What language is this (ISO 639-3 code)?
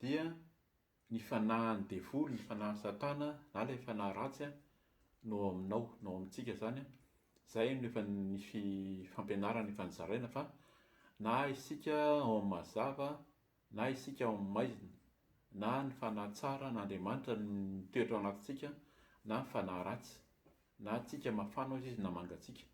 mlg